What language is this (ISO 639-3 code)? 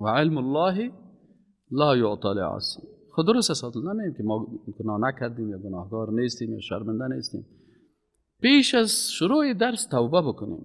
fas